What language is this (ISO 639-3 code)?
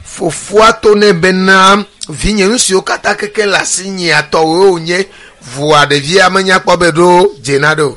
ewe